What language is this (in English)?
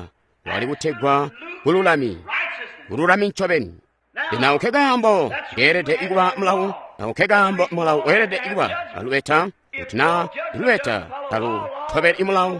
Tonga (Zambia)